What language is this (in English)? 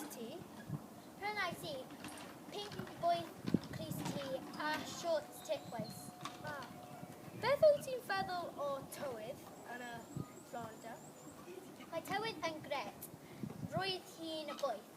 Welsh